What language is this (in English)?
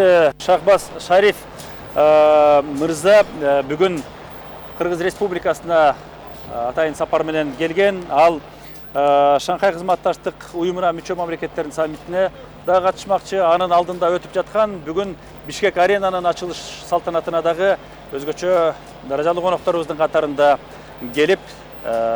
Kyrgyz